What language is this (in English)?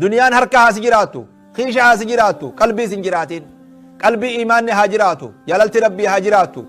Oromo